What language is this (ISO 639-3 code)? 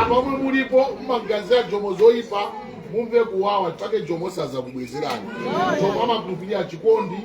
nya